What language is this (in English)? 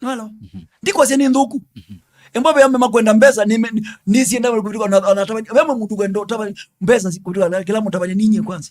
Kamba